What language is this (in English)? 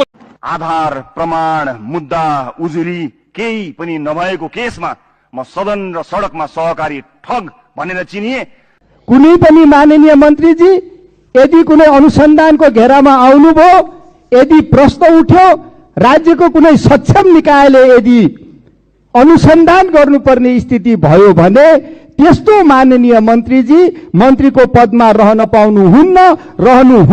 Nepali